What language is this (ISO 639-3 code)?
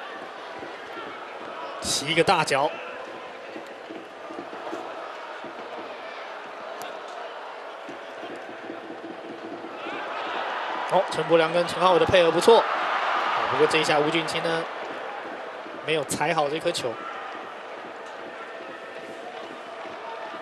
zho